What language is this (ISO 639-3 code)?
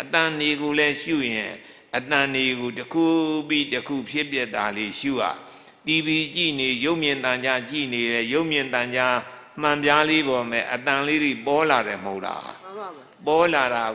mya